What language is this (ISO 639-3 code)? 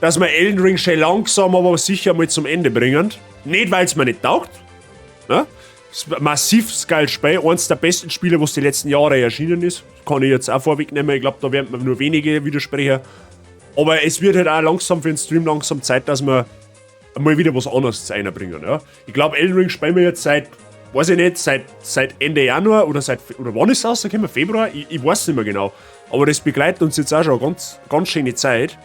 bar